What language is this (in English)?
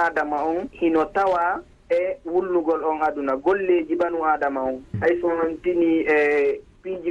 Fula